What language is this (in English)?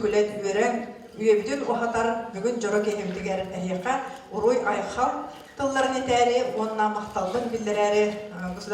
Yakut